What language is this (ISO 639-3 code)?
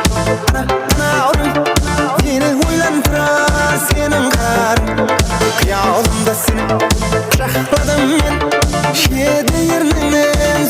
kaa